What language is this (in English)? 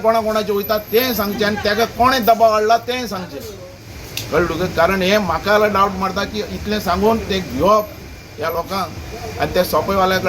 Konkani